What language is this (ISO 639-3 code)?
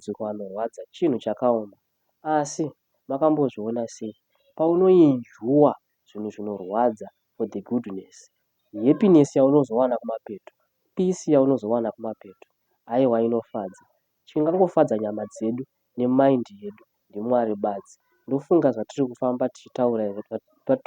sna